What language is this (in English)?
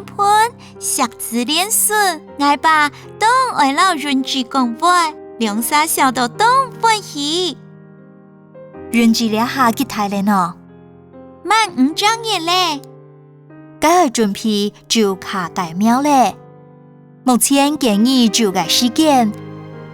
Hakka Chinese